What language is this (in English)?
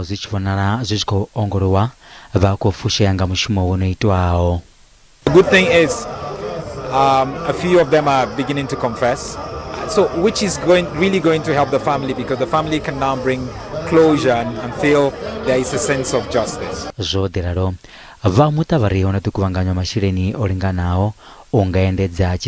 Venda